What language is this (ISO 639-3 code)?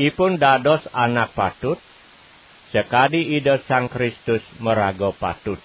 ban